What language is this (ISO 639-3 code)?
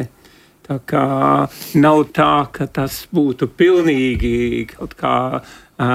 lav